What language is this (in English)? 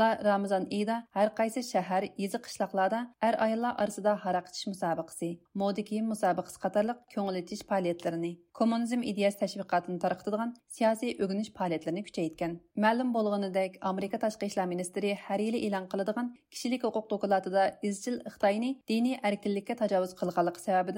Uyghur